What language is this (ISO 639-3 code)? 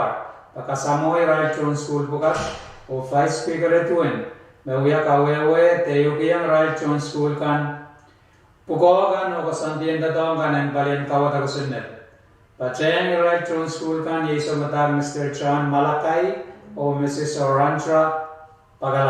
pon